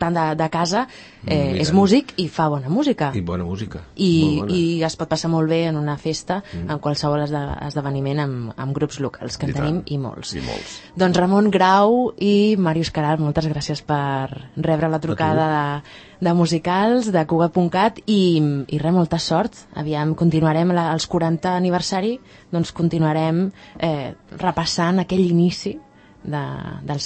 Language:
Catalan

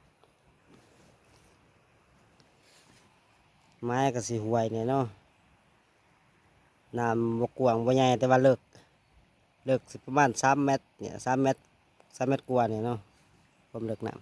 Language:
Lao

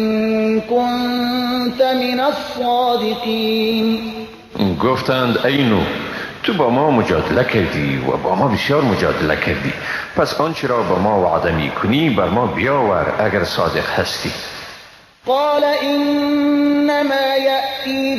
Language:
Persian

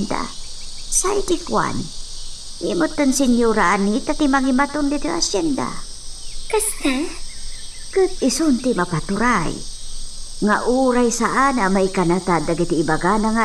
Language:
Iloko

